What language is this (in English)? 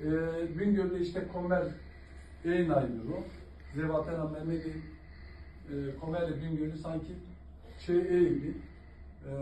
Zaza